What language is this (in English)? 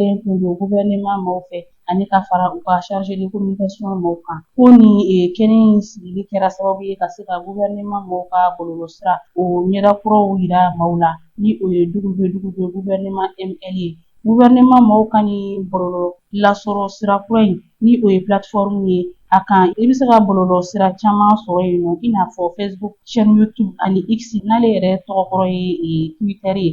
Bambara